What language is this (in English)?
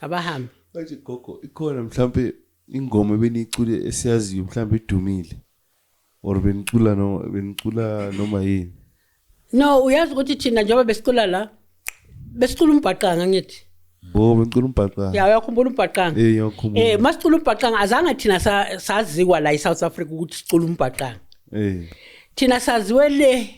Zulu